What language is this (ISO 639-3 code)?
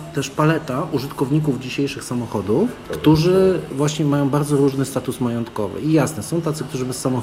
pol